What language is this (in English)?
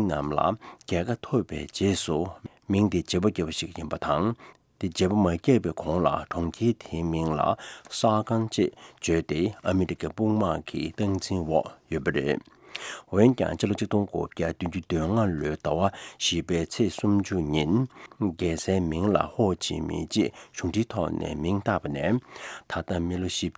Tibetan